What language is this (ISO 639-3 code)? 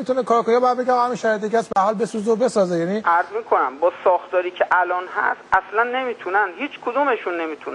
fas